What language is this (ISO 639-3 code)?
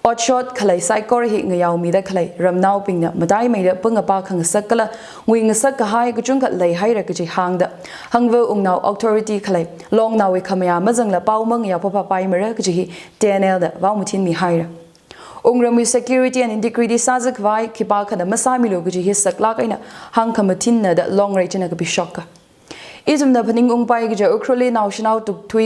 nmf